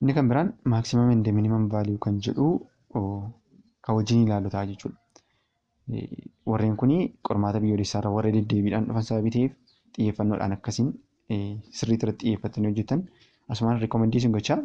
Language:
Oromo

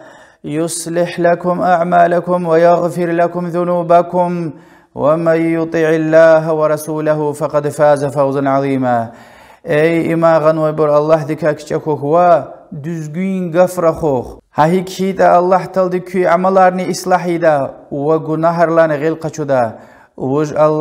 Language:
Lezghian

